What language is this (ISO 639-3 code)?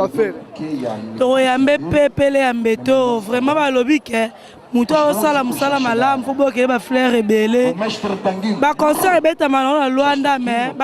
lin